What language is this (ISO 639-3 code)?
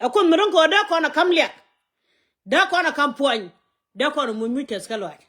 nus